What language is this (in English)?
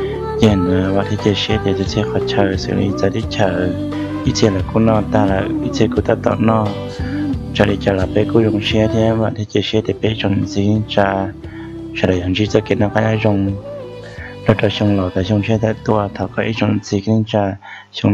Hmong